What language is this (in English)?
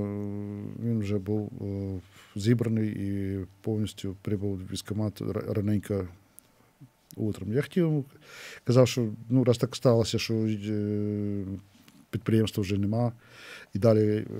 Ukrainian